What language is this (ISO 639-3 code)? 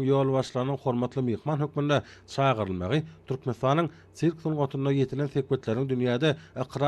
tuk